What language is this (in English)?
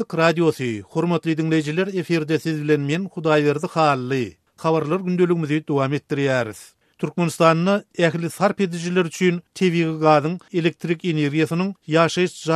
Turkmen